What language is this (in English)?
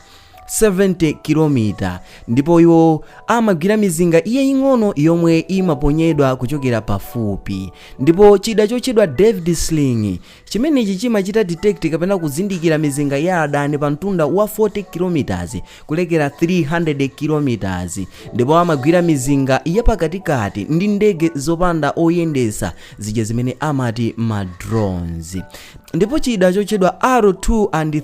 Nyanja